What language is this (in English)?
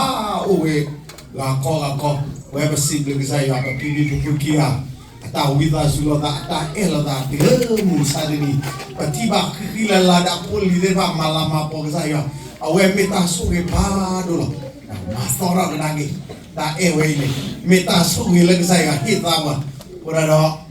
S'gaw Karen